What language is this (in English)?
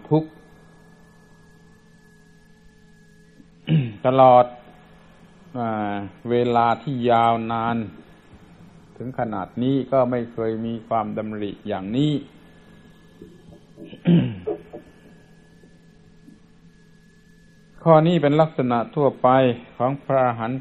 Thai